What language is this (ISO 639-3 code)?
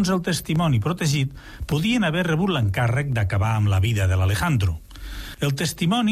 cat